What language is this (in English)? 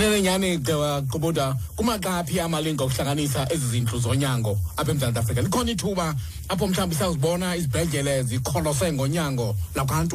Xhosa